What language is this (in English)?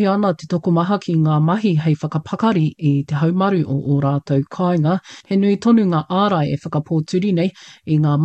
Māori